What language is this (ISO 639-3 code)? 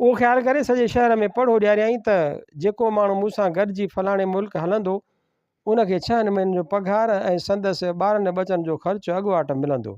snd